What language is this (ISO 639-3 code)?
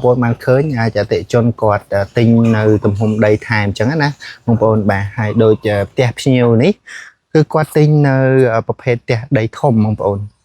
khm